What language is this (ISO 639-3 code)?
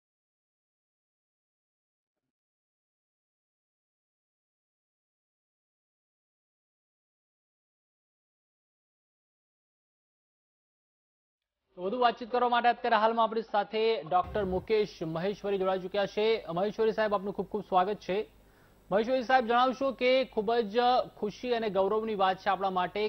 guj